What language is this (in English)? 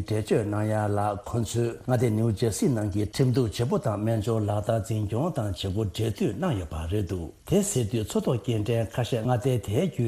Tibetan